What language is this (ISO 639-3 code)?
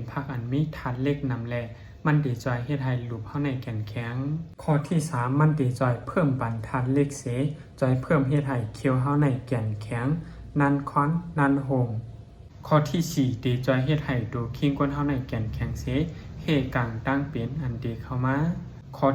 shn